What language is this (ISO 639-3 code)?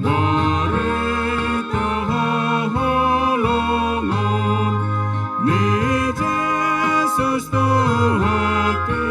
bbc